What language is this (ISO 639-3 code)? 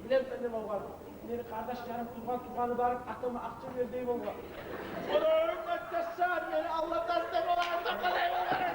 kum